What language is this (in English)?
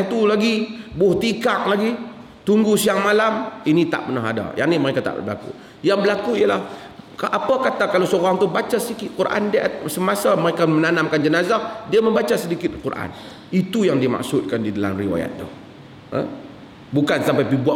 Malay